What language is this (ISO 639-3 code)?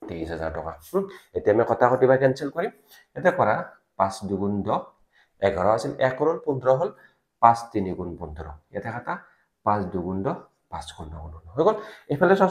asm